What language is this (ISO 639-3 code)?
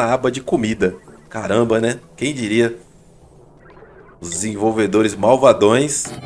por